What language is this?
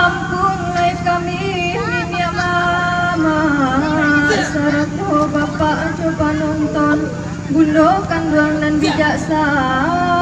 Minangkabau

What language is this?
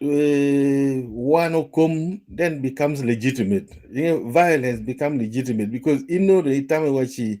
Acoli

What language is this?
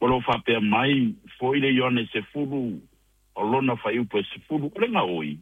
Samoan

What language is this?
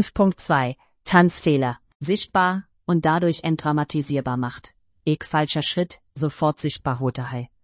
Estonian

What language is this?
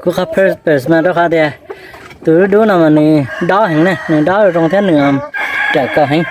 Hmong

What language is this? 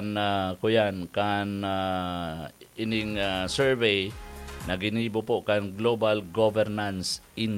Bikol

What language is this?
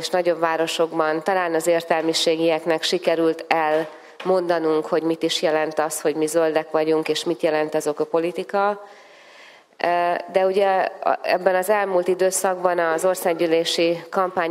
Hungarian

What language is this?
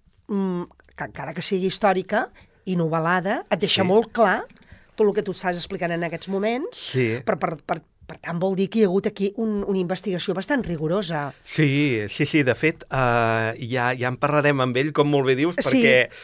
Catalan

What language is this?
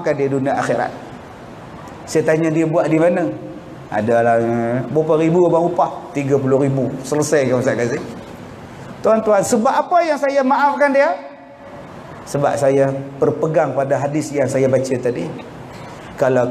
Malay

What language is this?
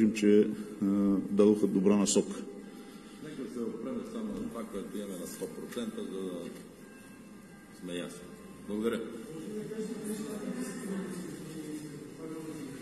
Bulgarian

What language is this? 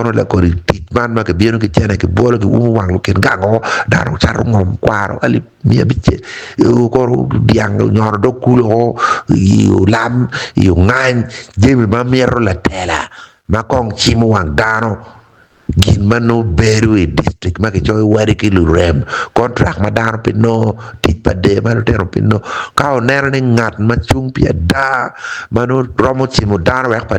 Acoli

